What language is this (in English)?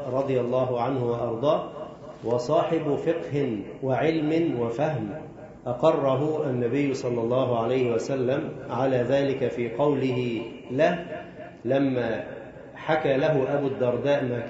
Arabic